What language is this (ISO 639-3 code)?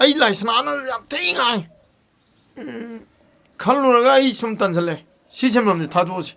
mni